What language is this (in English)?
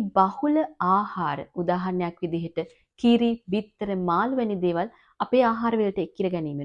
Sinhala